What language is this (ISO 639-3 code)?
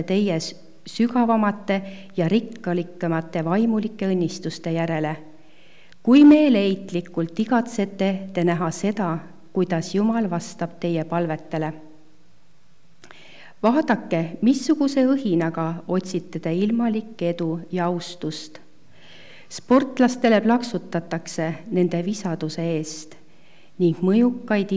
est